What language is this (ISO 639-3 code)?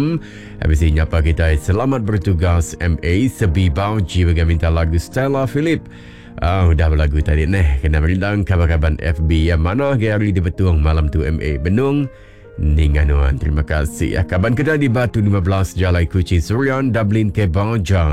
iba